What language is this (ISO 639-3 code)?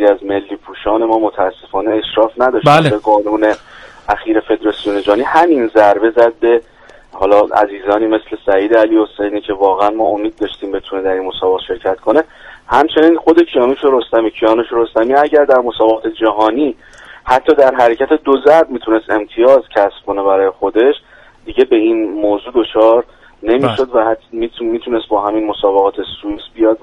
fas